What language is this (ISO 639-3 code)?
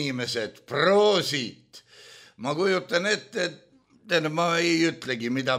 est